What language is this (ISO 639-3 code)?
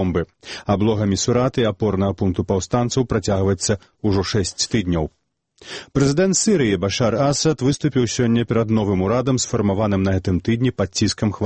bel